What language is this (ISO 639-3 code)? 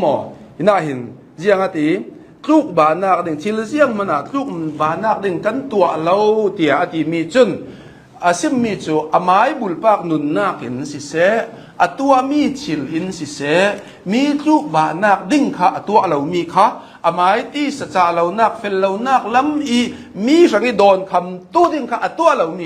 cnh